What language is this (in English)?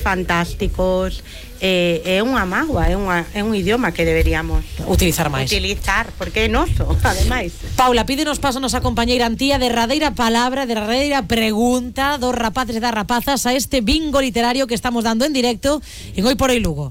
Galician